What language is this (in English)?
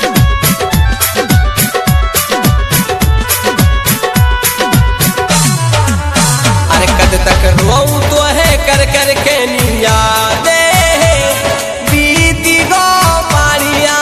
Bhojpuri